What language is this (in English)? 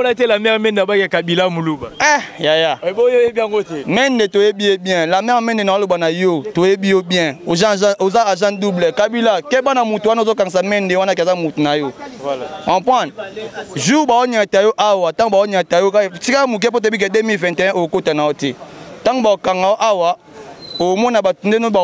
Lingala